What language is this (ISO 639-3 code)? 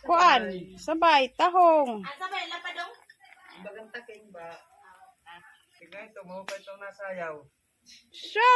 war